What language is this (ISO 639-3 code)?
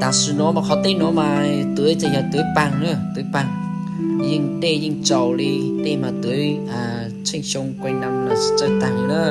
hmn